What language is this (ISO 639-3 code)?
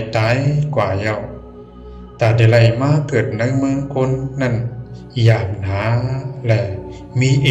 shn